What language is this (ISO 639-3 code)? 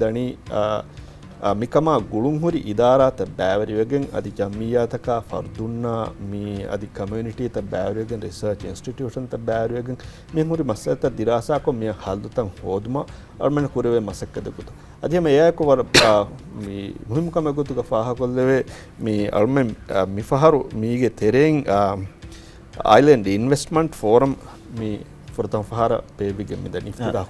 div